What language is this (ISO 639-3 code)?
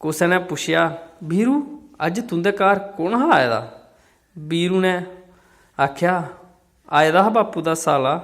doi